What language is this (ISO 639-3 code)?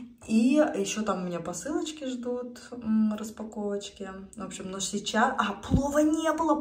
rus